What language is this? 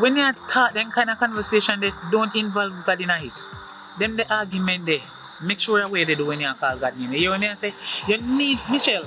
Jamaican Creole English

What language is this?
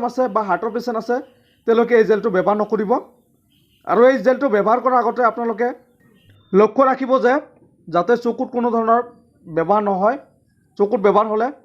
Assamese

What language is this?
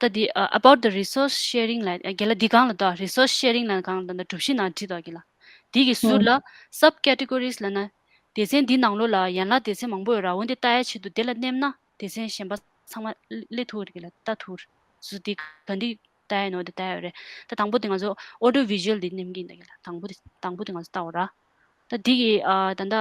Tibetan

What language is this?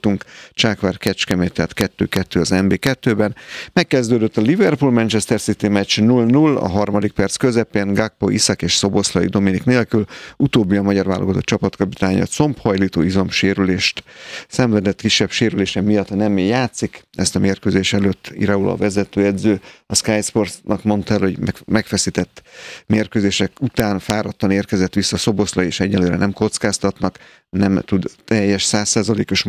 Hungarian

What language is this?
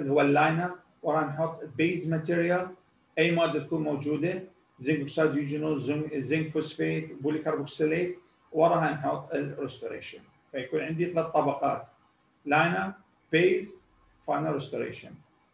Mesopotamian Arabic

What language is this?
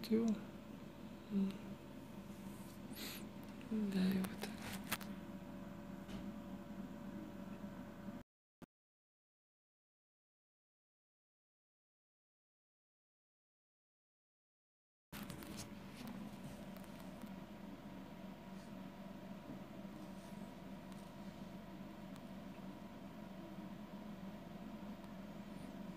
Hungarian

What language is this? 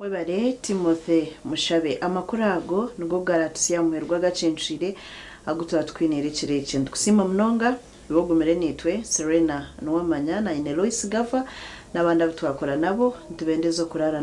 Nyankole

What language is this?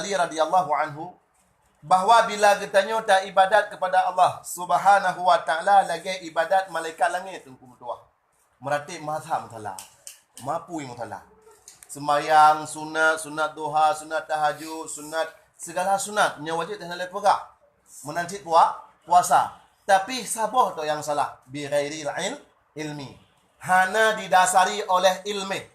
Achinese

